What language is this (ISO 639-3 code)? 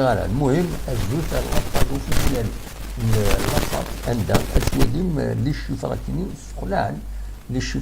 kab